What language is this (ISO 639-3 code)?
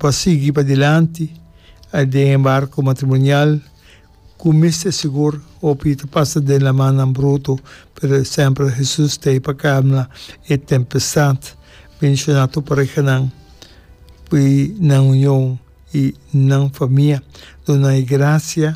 pap